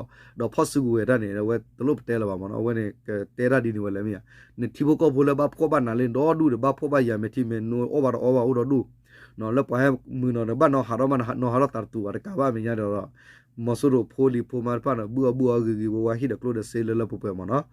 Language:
S'gaw Karen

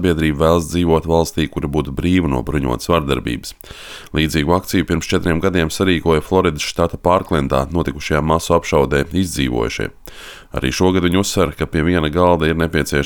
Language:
Latvian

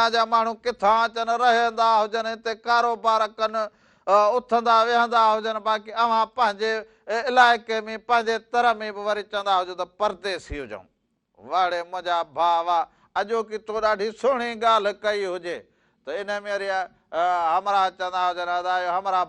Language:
Sindhi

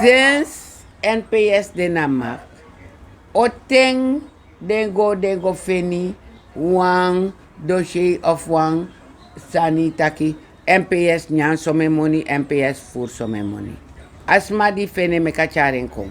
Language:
Sranan Tongo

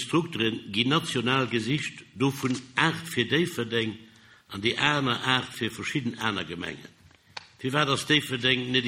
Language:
Luxembourgish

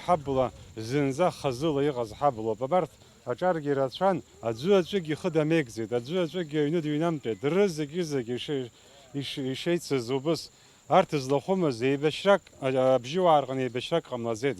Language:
Abkhazian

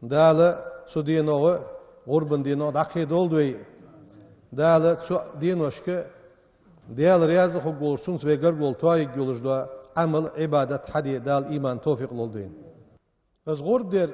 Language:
Ingush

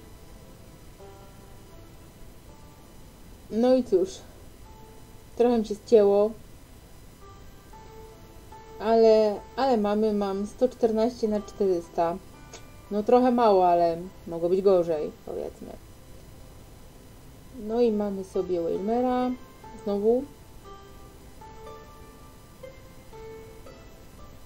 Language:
Polish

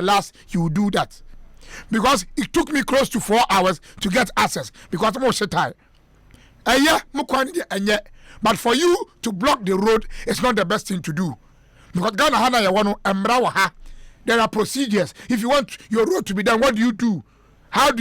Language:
Akan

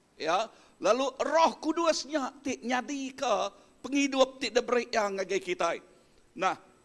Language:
Iban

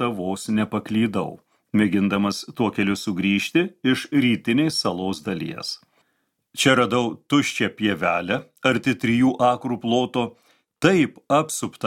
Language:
Lithuanian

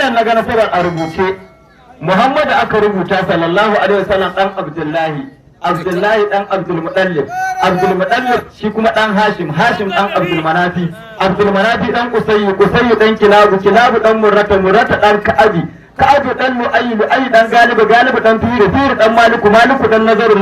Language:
Hausa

